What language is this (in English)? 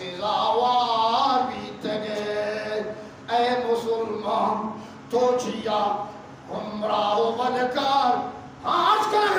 Eastern Balochi